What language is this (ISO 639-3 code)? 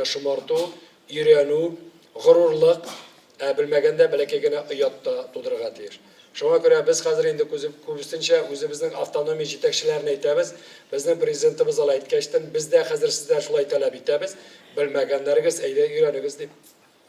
tat